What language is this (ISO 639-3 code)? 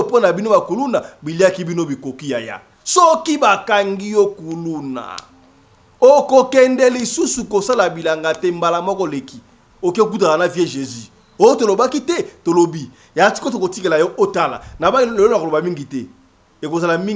lin